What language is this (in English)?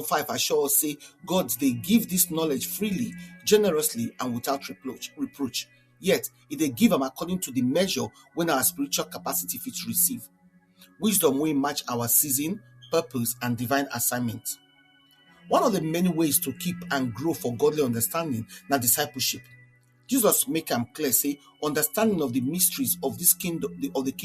Nigerian Pidgin